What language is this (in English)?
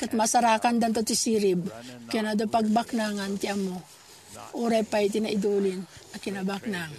Iloko